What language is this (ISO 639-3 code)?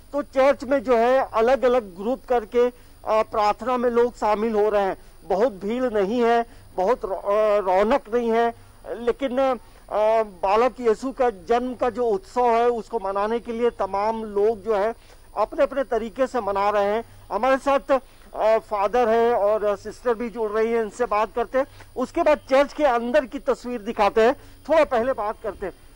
hin